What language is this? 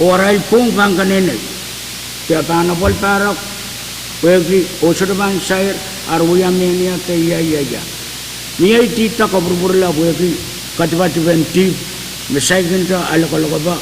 Pohnpeian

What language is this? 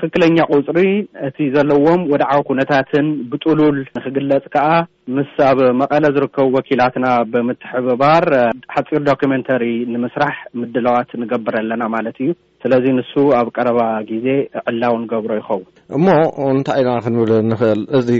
Tigrinya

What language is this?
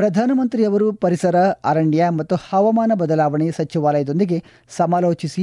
Kannada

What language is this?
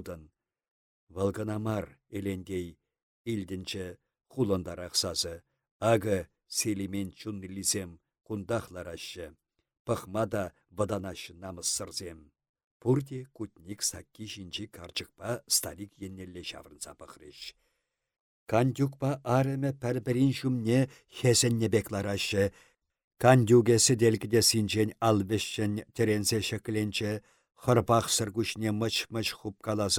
Chuvash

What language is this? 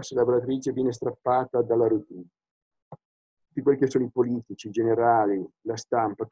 Italian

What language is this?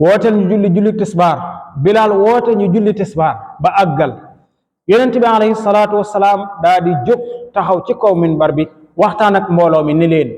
Wolof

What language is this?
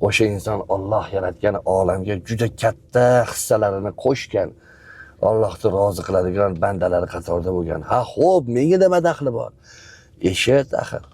Uzbek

